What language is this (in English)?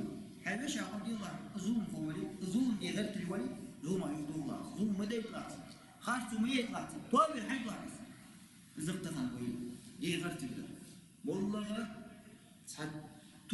Ingush